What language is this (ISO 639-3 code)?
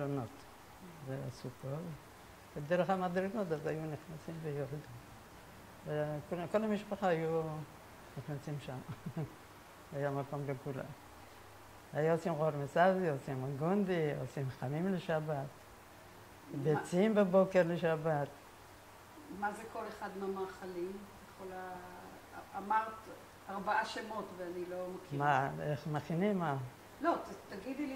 heb